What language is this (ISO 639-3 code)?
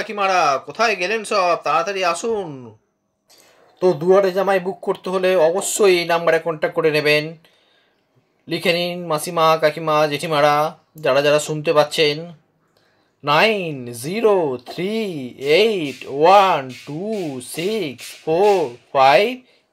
ben